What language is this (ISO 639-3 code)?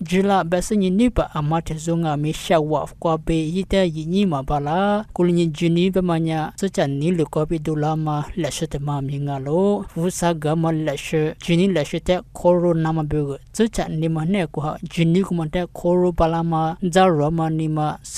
lis